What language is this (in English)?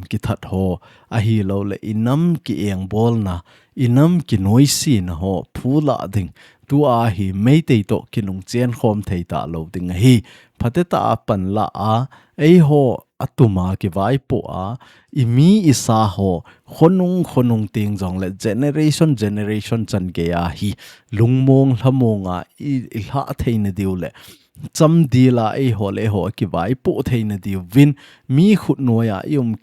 Thado Chin